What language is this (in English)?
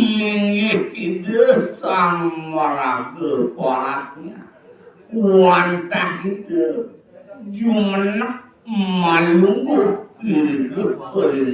Balinese